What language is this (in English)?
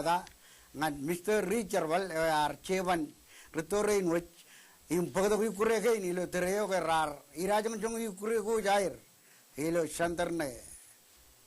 Marshallese